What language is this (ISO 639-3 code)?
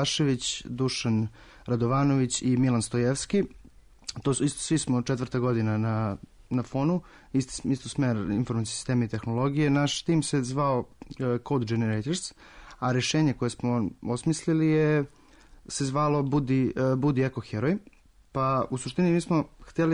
srp